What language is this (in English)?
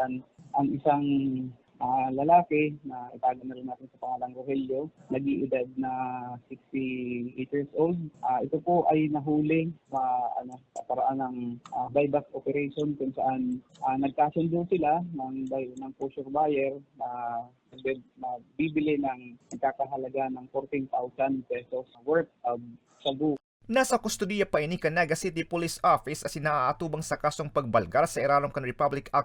Bikol